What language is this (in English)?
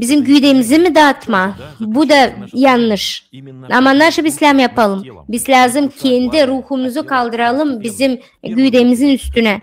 Gagauz